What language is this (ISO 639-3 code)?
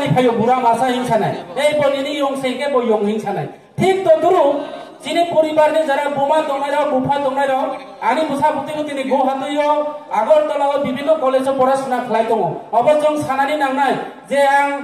ria